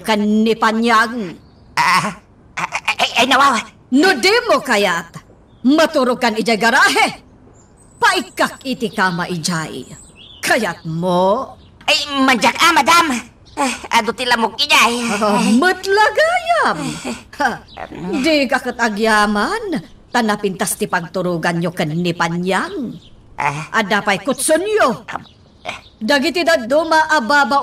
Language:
Iloko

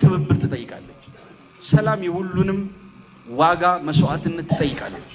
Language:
Amharic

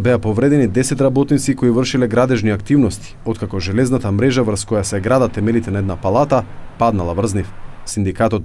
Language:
Macedonian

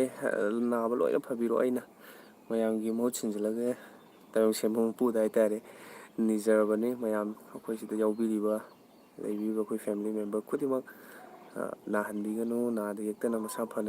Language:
Manipuri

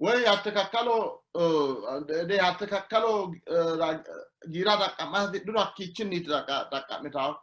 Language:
Sidamo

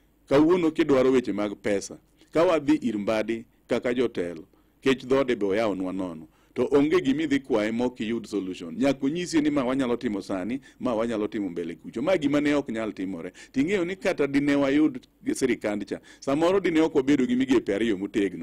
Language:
Luo (Kenya and Tanzania)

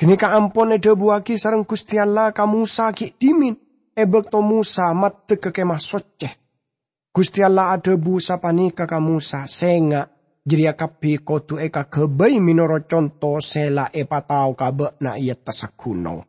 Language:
Madurese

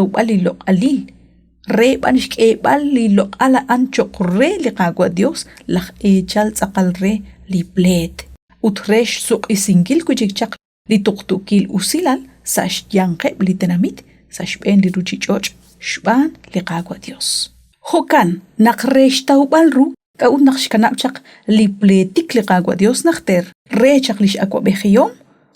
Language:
Kekchí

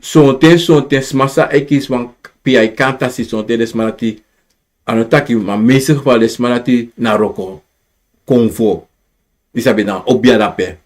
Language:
Sranan Tongo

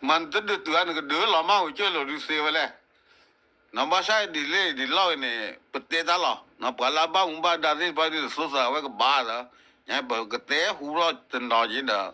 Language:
S'gaw Karen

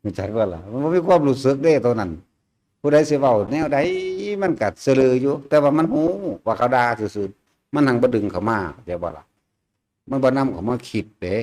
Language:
Northeastern Thai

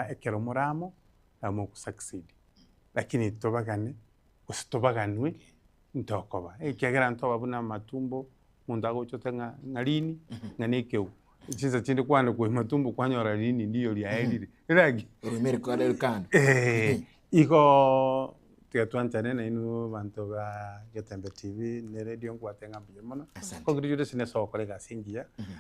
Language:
Gusii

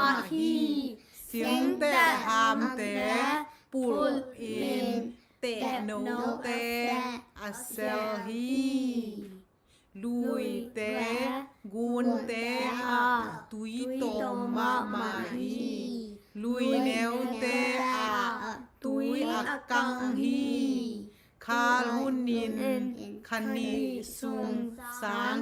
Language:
Tedim Chin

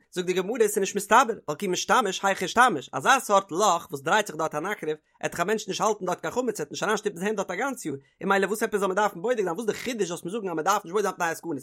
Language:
Yiddish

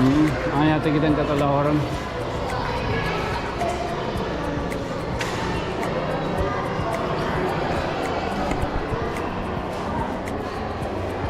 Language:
Waray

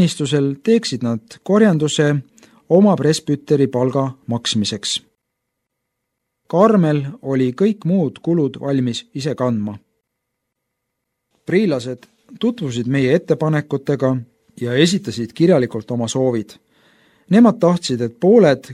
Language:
Estonian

